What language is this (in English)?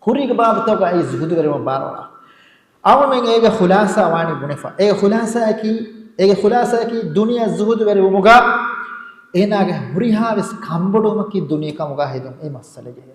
Divehi